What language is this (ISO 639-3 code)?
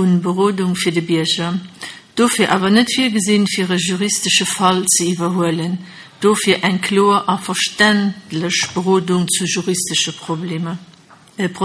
ltz